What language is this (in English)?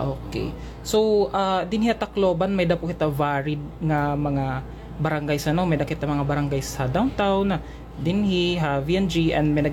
Waray